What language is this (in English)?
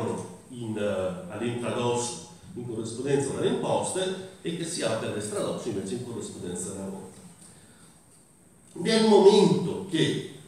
Italian